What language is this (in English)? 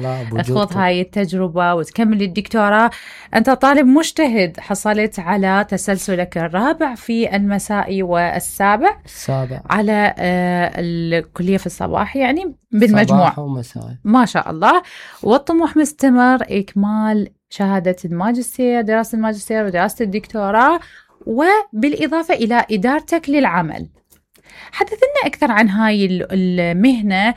Mesopotamian Arabic